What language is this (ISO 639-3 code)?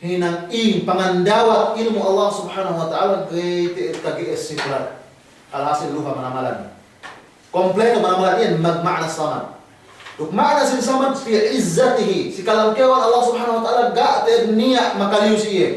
yka